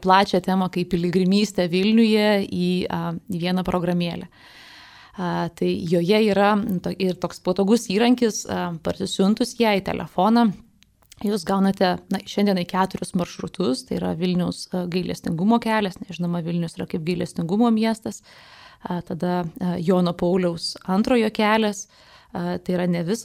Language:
Lithuanian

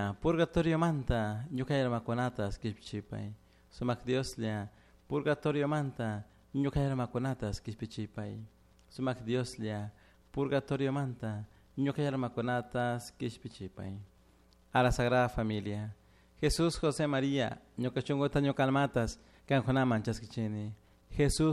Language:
Chimborazo Highland Quichua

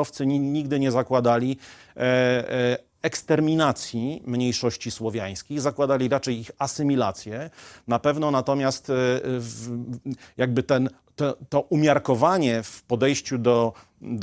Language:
Polish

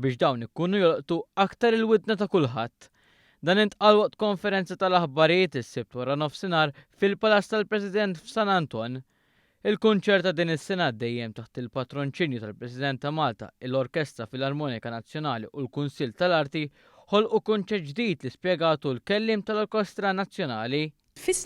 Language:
Maltese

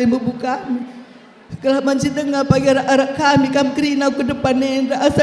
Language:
Batak Karo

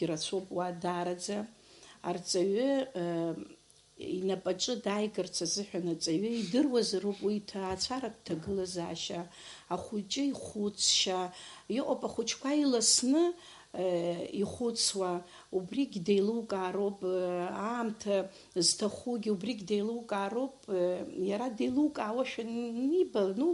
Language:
Abkhazian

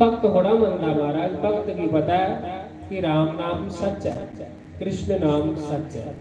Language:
Dogri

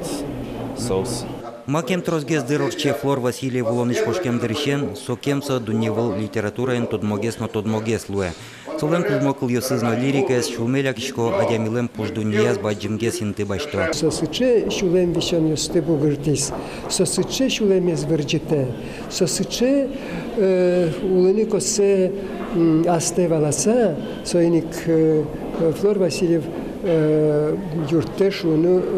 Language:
Udmurt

